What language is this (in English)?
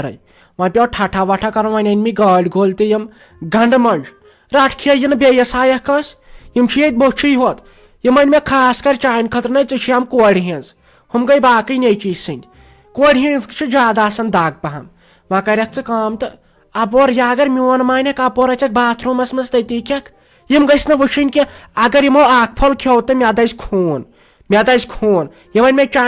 Kashmiri